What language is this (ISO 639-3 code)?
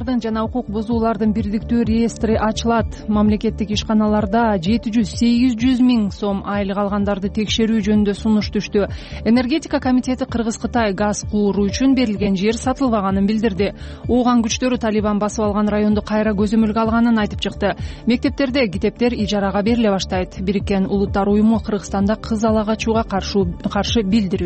kir